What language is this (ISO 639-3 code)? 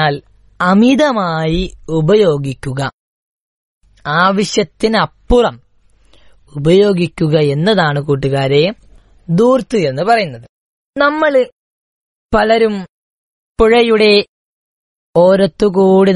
mal